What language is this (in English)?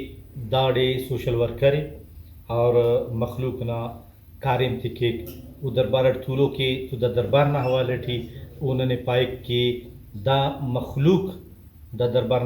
Brahui